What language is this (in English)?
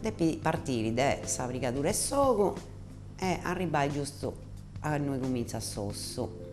Sardinian